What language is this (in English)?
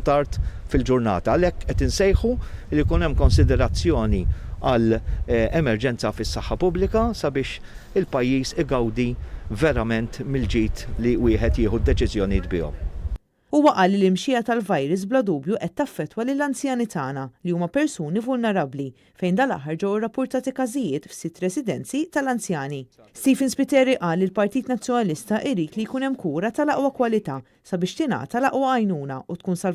Maltese